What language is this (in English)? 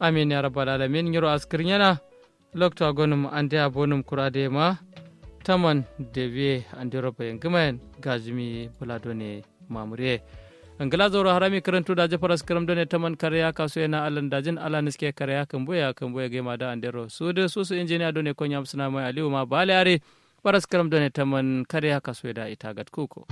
Kanuri